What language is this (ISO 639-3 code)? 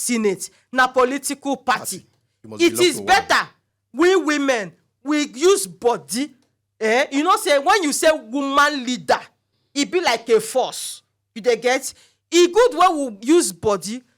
pcm